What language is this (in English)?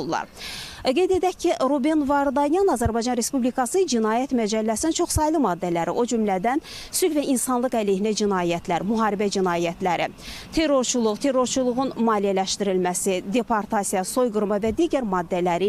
Azerbaijani